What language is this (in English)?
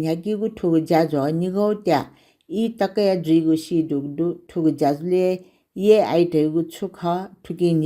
Newari